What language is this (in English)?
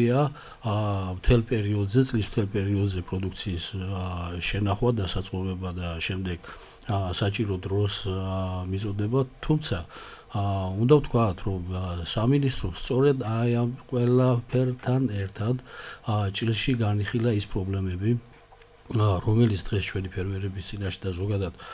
Georgian